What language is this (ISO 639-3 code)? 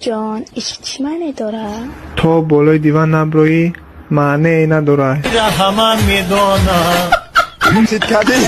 tgk